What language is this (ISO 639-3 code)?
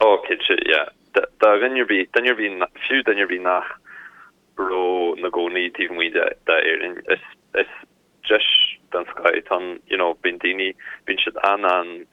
gle